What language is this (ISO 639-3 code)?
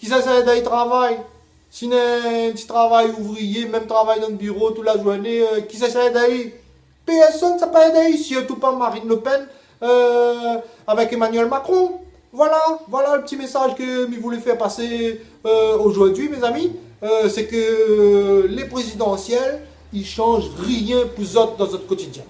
rcf